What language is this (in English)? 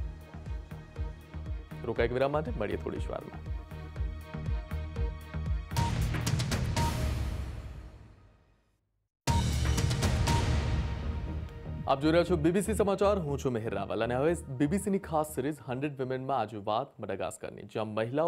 Gujarati